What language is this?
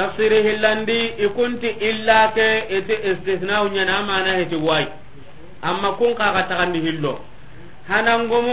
Soninke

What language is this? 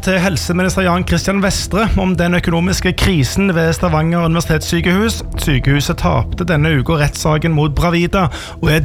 Norwegian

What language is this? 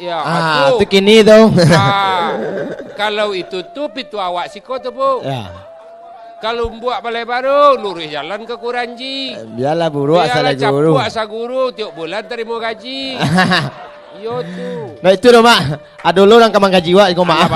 Minangkabau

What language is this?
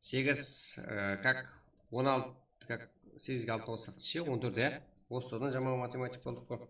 Kara-Kalpak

